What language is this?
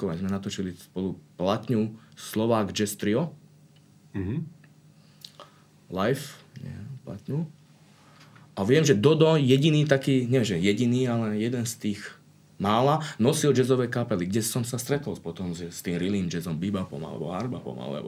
Slovak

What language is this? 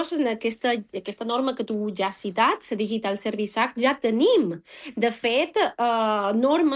Catalan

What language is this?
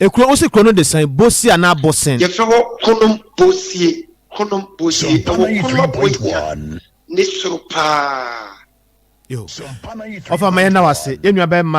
Akan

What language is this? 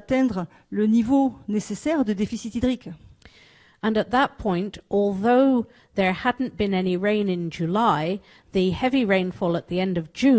French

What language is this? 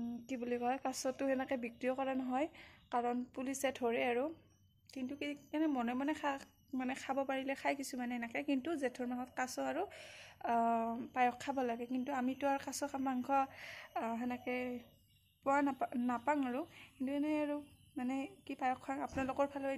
Assamese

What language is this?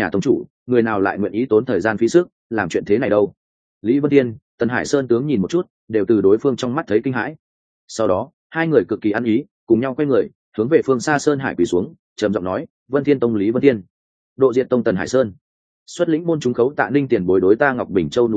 Vietnamese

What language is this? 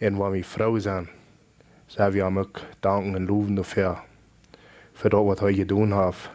Plautdietsch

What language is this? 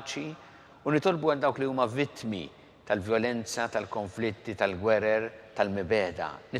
Maltese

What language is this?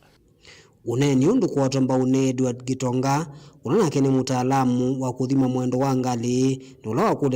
Kamba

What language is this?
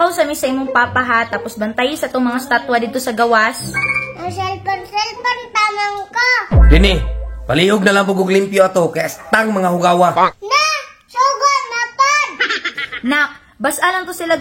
Cebuano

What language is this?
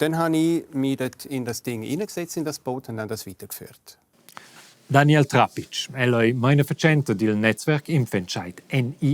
Romansh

